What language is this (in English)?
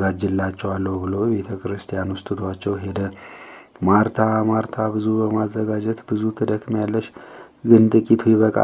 Amharic